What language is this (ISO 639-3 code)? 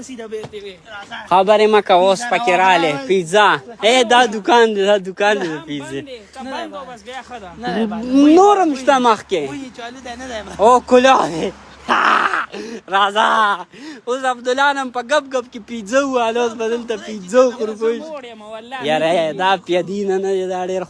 pus